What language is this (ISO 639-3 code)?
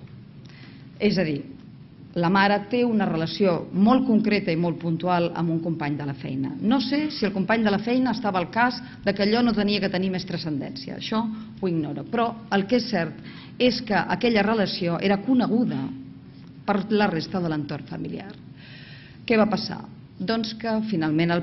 cat